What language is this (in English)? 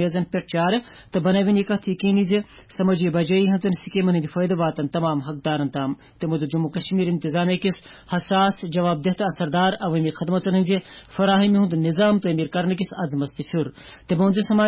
Kashmiri